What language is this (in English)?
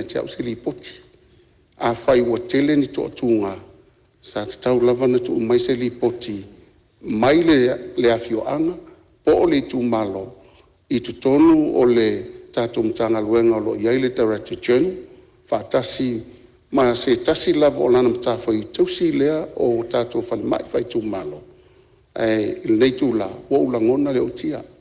Samoan